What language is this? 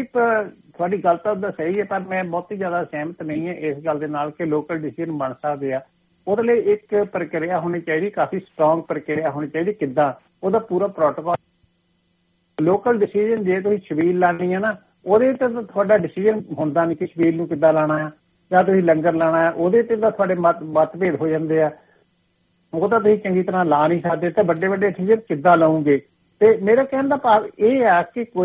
Punjabi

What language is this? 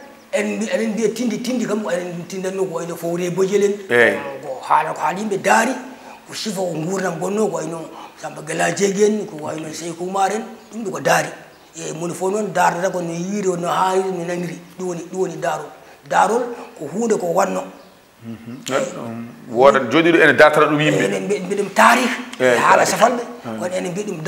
Fula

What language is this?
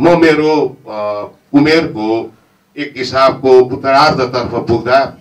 Nepali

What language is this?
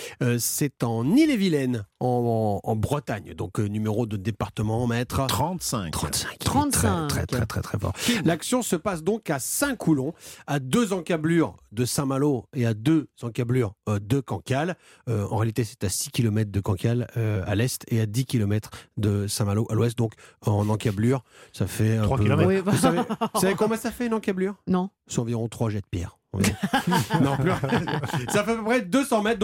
French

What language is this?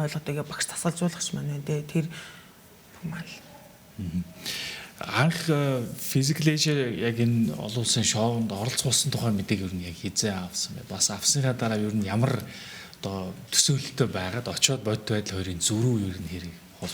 Mongolian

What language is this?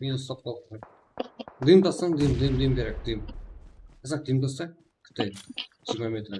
Kara-Kalpak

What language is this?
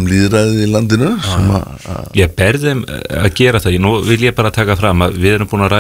Icelandic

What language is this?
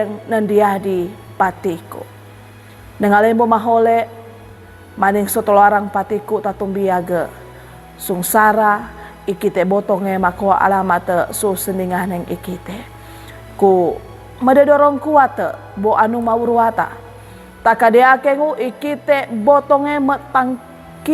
Sangir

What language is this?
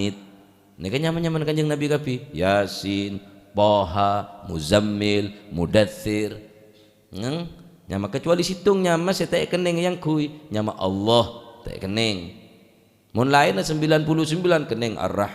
Madurese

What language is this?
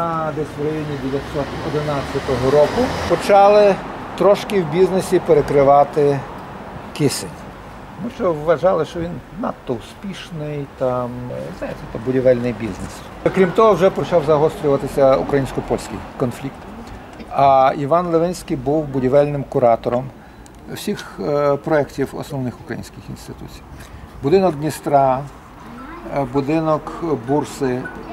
Ukrainian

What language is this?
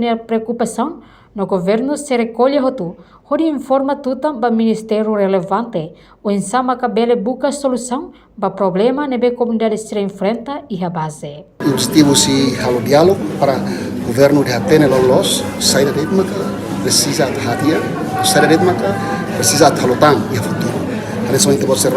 Tetum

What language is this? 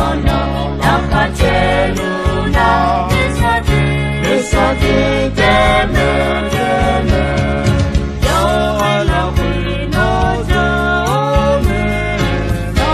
Akha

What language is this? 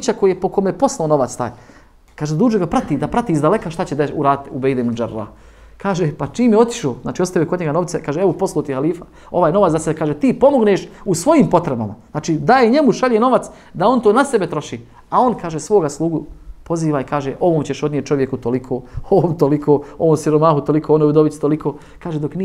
Bosnian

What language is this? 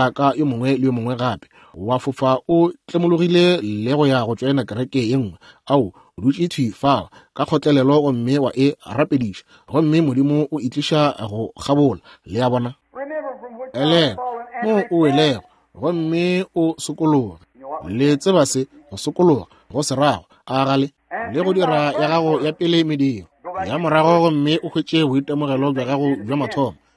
Northern Sotho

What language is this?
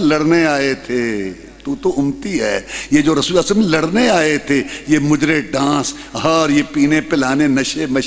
Urdu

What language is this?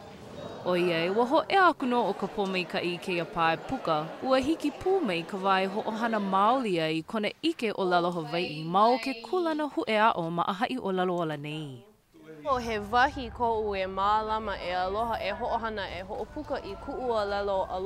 Hawaiian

